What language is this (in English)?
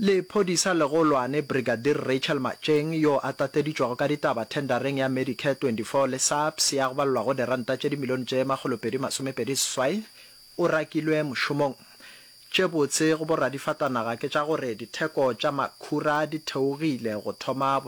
Northern Sotho